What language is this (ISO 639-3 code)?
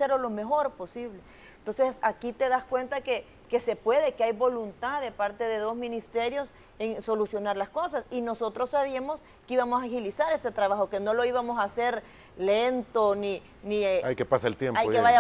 spa